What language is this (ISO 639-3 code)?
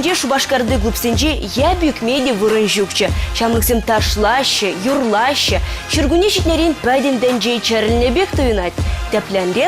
chv